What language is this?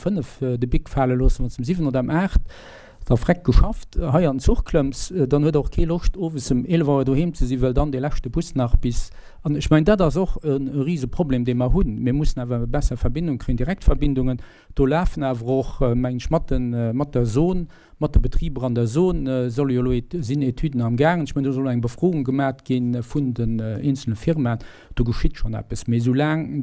Luxembourgish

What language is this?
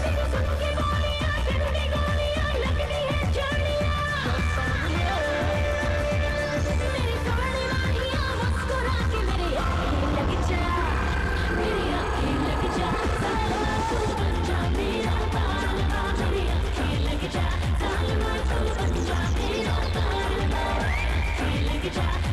Hindi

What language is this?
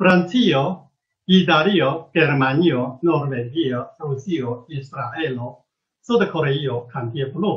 Esperanto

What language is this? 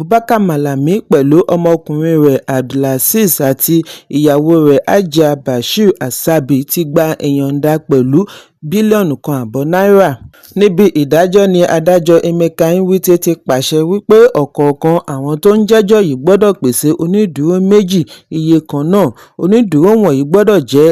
Yoruba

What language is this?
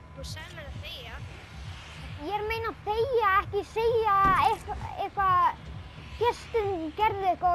Icelandic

